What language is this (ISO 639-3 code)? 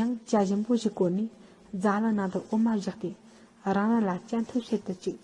bod